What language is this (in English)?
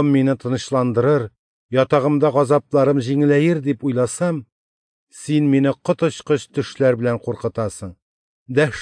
Tatar